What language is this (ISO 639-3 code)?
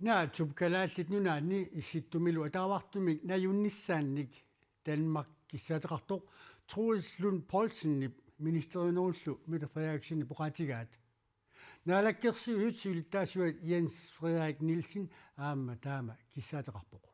kal